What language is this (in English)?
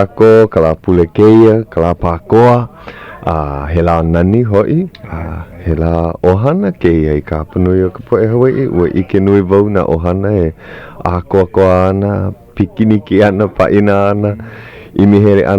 Hawaiian